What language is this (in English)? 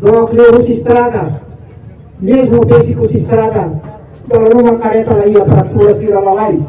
Tetum